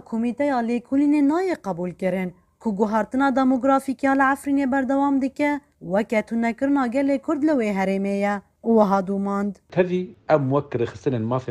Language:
Kurdish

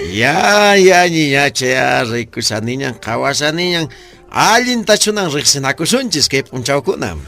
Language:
Quechua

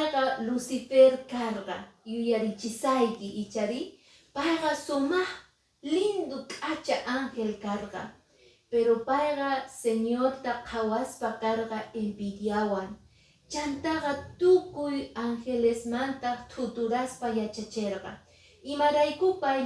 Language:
Quechua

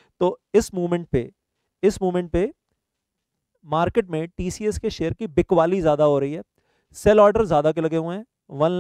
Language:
Hindi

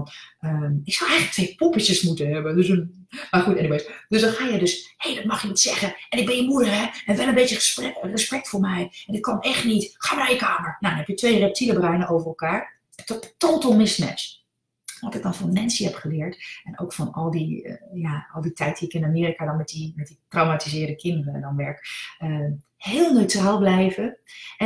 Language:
Dutch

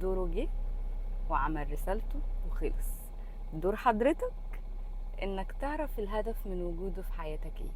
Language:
Egyptian Arabic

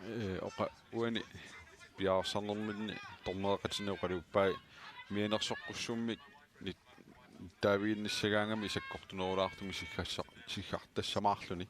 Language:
Kalaallisut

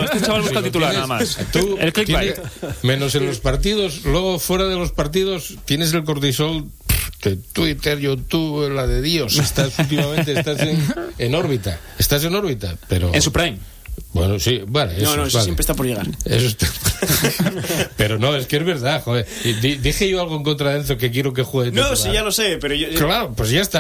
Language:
Spanish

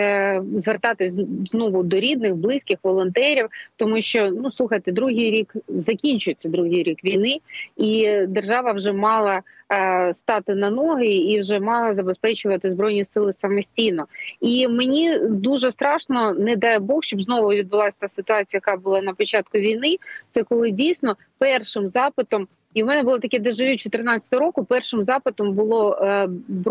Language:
Ukrainian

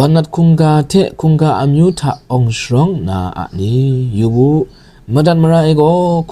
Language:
Kachin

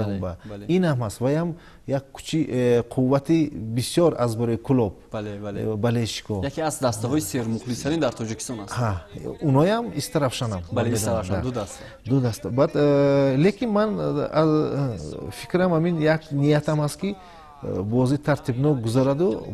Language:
Tajik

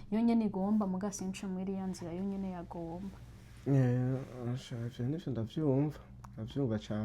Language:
Rundi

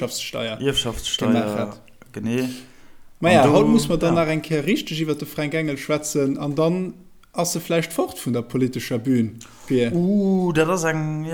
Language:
Luxembourgish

